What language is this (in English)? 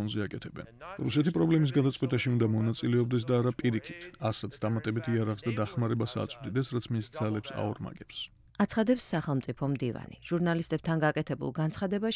Georgian